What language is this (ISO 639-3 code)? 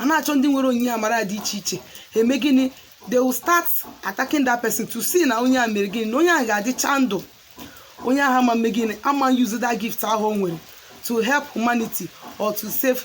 ibo